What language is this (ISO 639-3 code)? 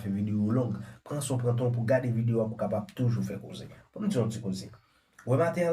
hat